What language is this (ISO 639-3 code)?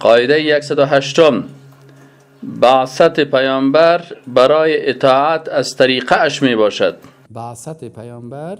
fas